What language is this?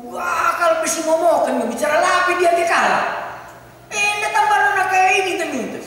Batak Karo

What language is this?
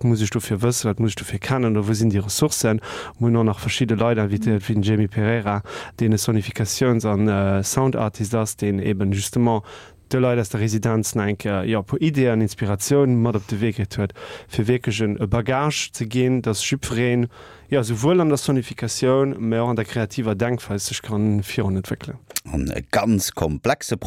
Luxembourgish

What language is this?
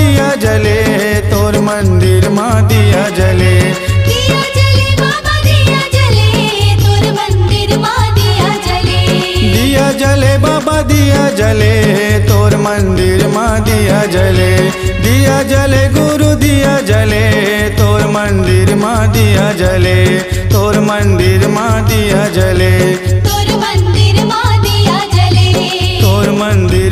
Chhattisgarhi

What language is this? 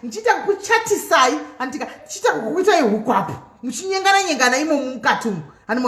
Shona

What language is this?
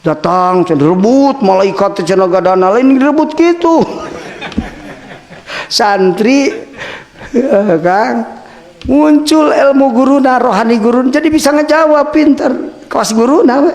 Sundanese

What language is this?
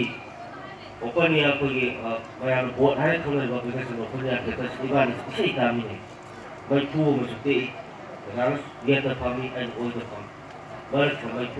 Manipuri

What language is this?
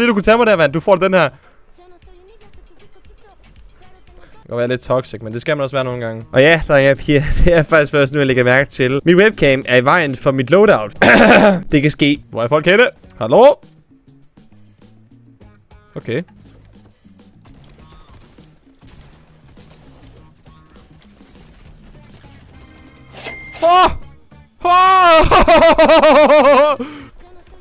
Danish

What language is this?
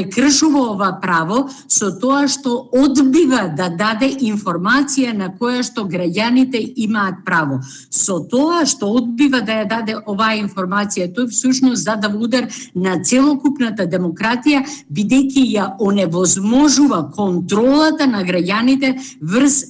Macedonian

